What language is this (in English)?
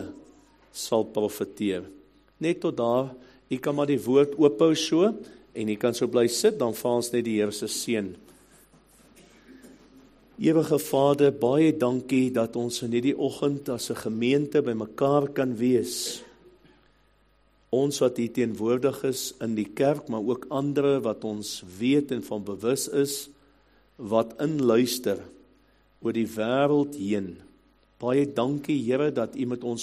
Afrikaans